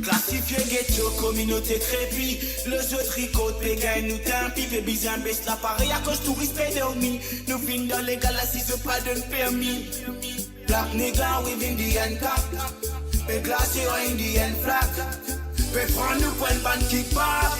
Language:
Morisyen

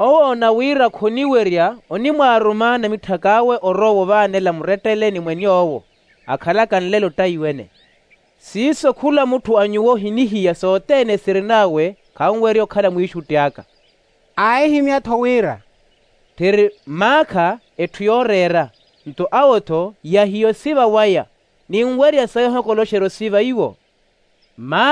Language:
Makhuwa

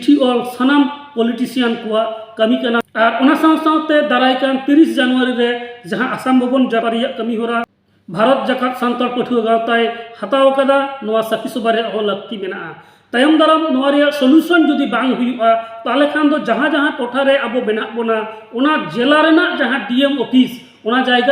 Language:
Santali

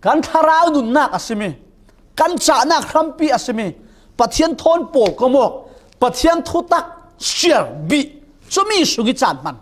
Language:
Falam Chin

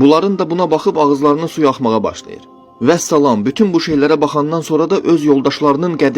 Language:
Azerbaijani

